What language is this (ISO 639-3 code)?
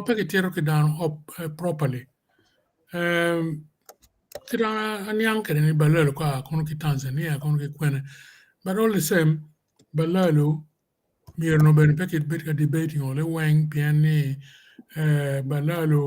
ach